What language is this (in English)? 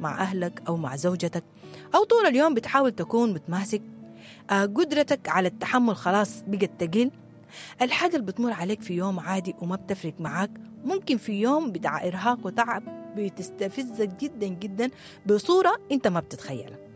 Sudanese Arabic